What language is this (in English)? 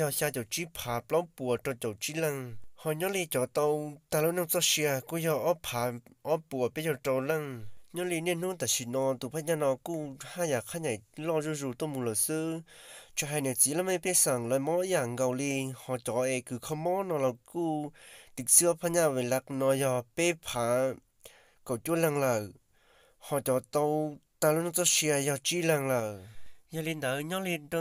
Hmong